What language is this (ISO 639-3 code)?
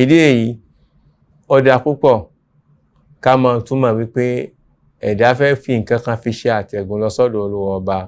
yor